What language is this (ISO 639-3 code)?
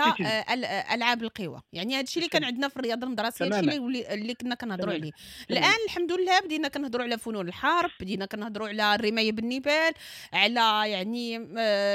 ary